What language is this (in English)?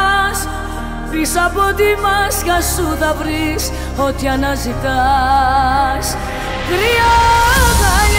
Greek